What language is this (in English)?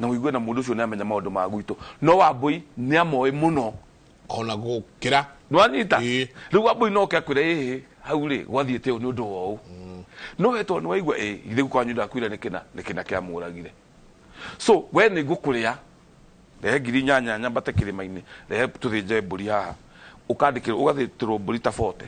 Kikuyu